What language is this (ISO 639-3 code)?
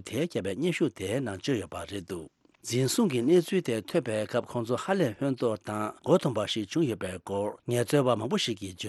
bod